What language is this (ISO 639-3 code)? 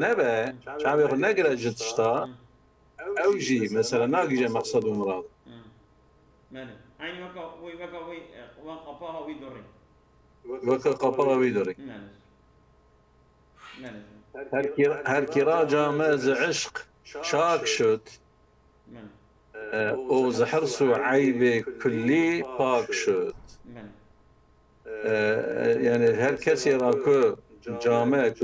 kur